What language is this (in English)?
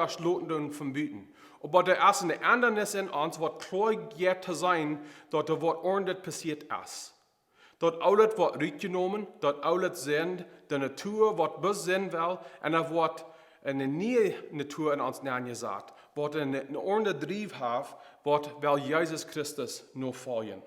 Plautdietsch